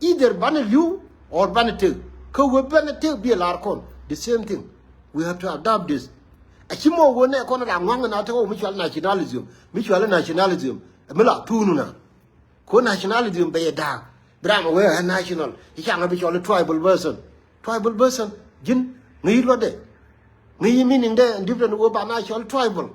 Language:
Nuer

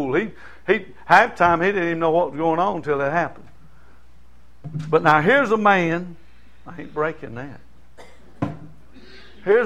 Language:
English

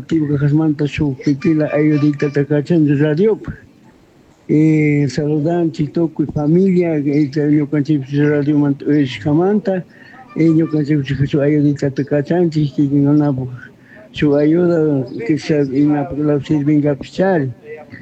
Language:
Chimborazo Highland Quichua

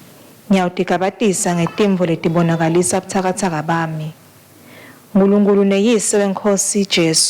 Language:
Swati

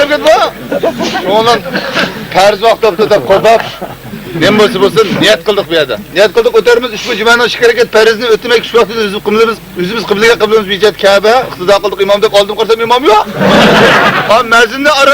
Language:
Uyghur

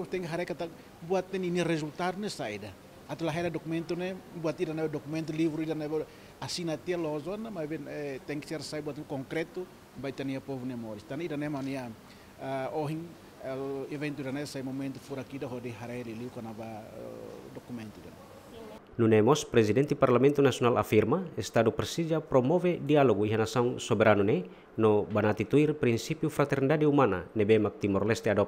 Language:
Tetum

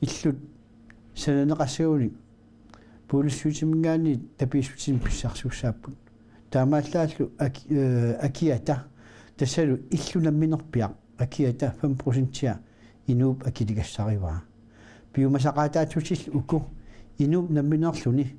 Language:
Kalaallisut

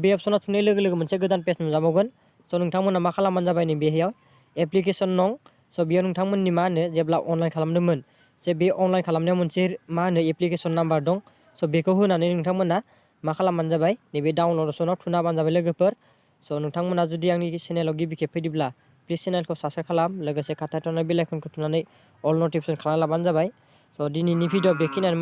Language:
Bodo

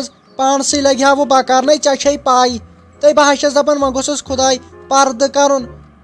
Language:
Kashmiri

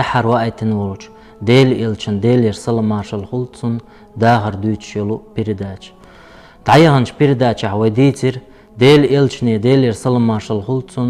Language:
Chechen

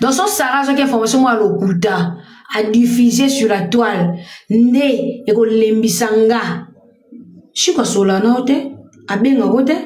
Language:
Lingala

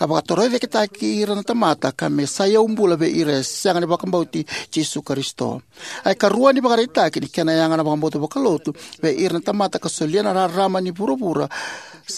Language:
Fijian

